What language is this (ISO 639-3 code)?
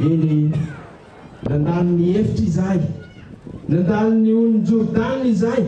mlg